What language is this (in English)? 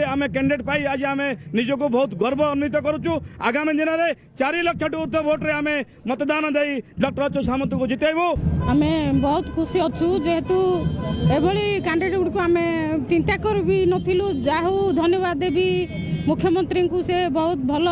Odia